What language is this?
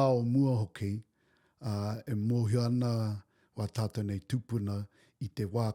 Māori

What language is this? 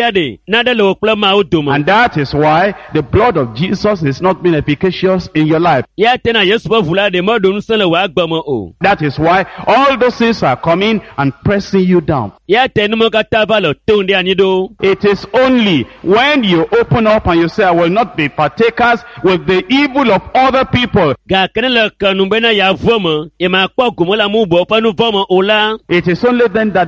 Ewe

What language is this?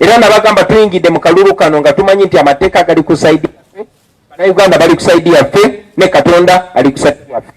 Ganda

